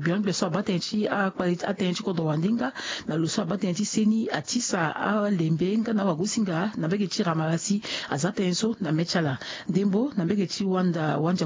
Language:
Sango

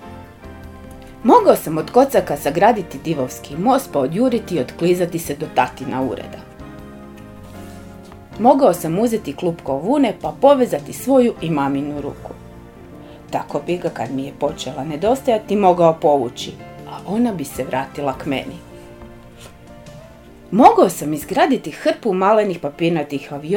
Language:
Croatian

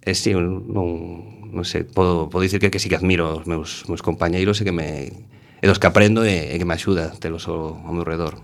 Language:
Galician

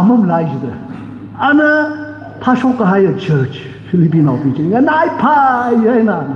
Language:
Tangkhul Naga (India)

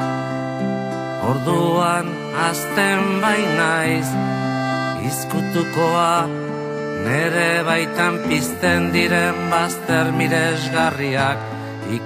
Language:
Basque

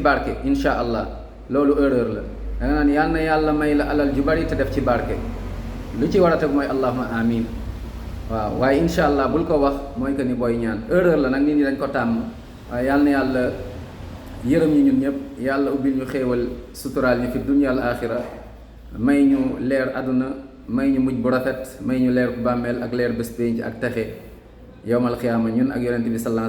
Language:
Wolof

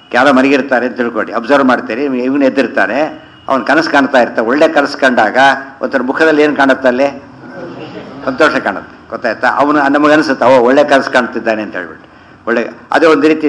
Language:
Kannada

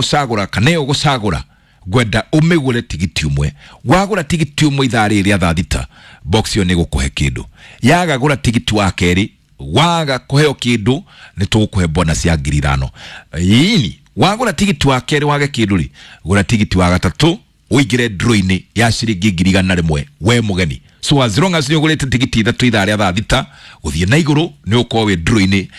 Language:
Kikuyu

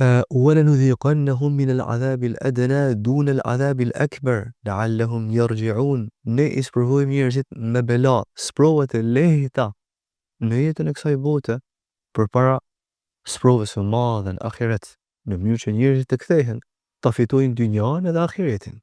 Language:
Albanian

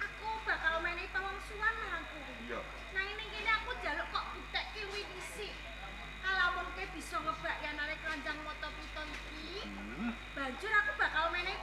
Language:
Javanese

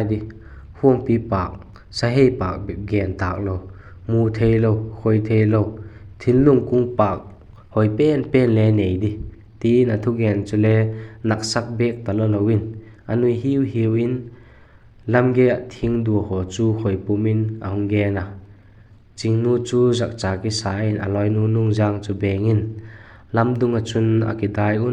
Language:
Vaiphei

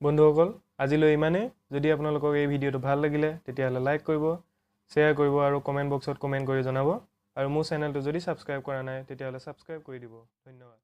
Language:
Assamese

